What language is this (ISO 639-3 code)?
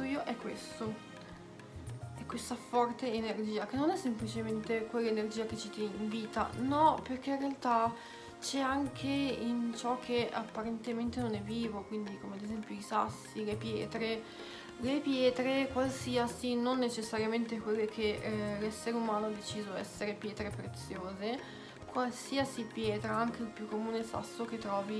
ita